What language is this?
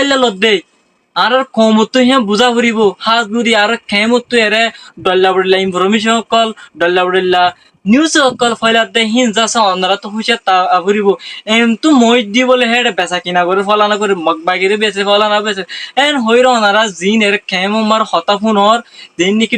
Rohingya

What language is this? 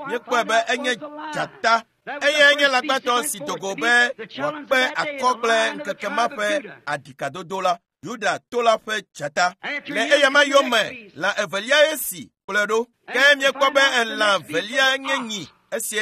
Ewe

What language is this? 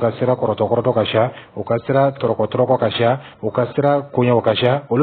Dyula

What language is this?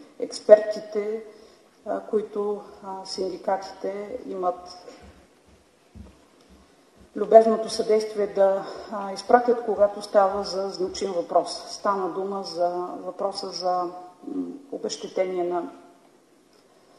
Bulgarian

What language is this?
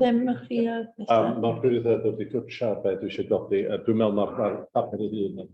Welsh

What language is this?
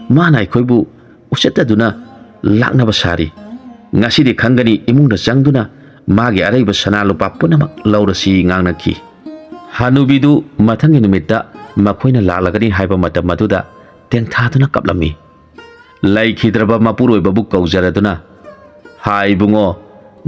Manipuri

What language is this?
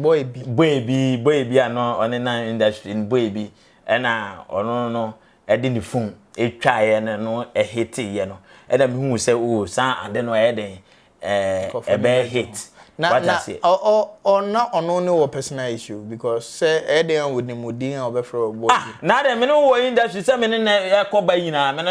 Akan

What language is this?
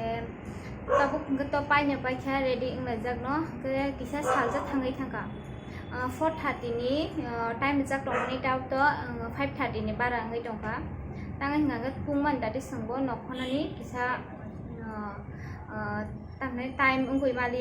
Kok Borok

